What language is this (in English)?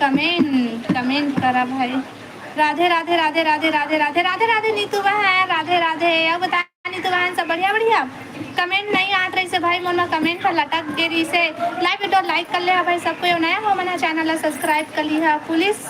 Chhattisgarhi